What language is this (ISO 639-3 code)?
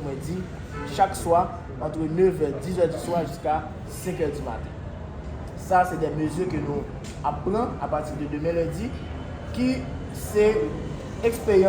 hat